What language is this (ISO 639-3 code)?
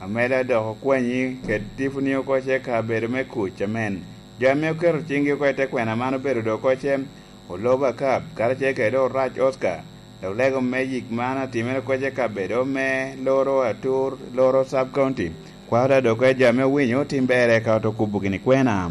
laj